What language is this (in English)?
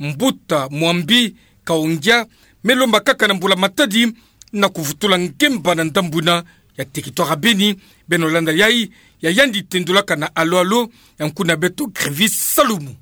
Kituba (Democratic Republic of Congo)